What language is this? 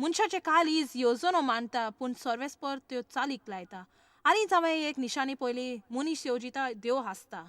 Konkani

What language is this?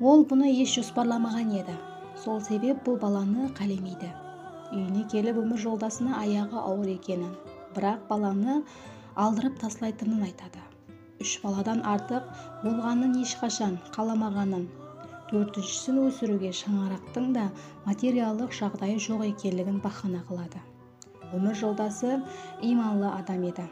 Kara-Kalpak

